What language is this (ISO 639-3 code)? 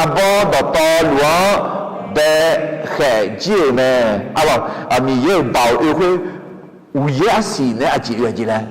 ahk